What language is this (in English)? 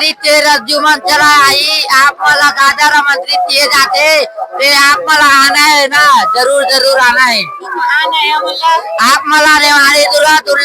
Chhattisgarhi